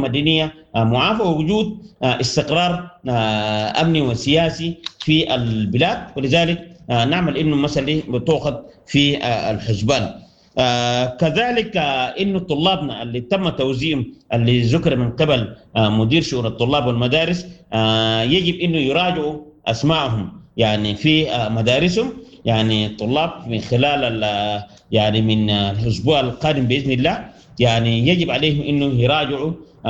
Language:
Sudanese Arabic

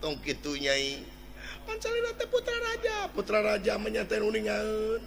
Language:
Sundanese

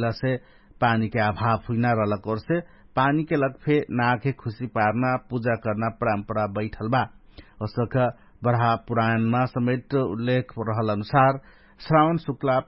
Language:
Dangaura Tharu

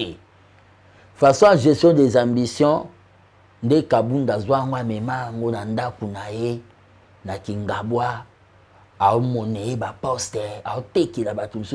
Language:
Lingala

